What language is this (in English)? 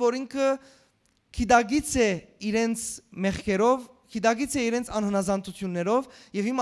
Western Armenian